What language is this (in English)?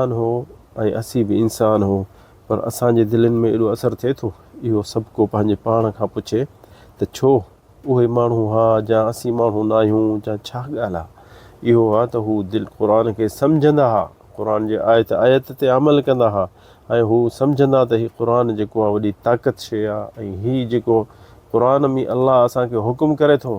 Sindhi